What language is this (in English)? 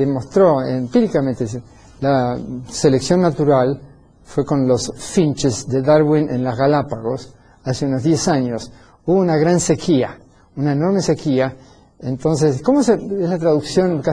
Spanish